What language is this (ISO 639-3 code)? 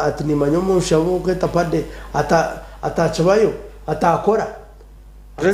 nyn